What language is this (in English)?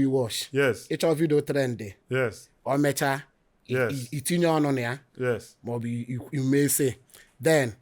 Igbo